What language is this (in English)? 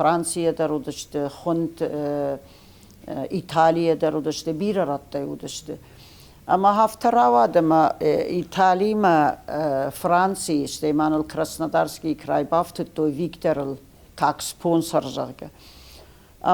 Ossetic